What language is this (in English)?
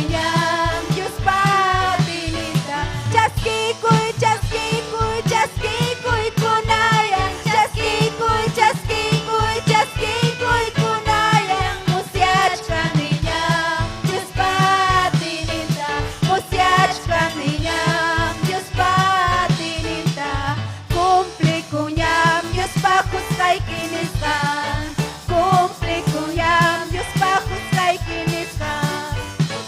Ayacucho Quechua